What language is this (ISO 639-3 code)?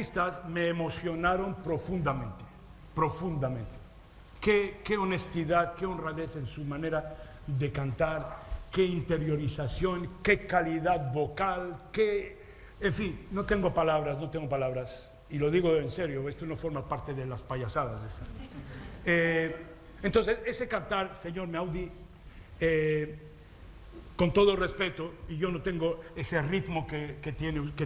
lad